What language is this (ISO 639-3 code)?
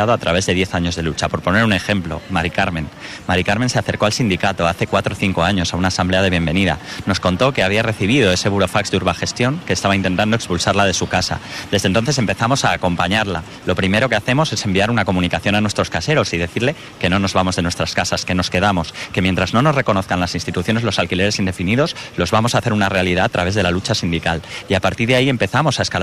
spa